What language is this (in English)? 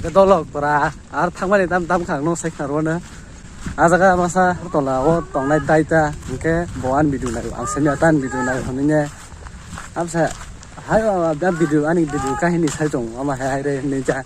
Kok Borok